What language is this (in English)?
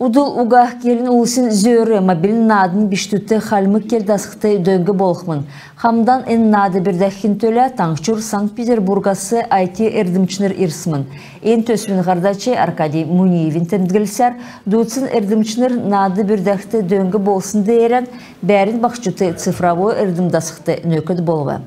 Kalmyk